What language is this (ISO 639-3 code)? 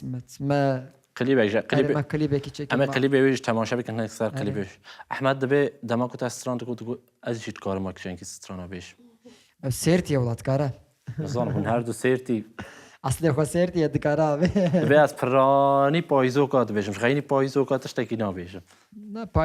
kur